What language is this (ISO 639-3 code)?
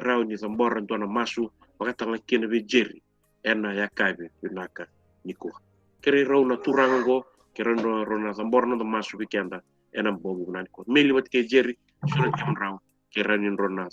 fij